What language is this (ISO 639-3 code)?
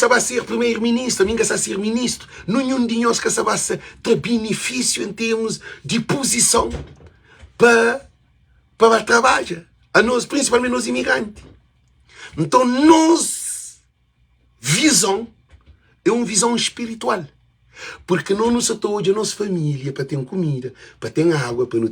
kea